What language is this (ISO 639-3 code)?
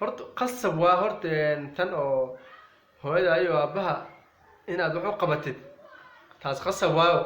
som